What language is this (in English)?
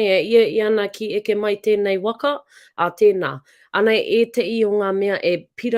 Māori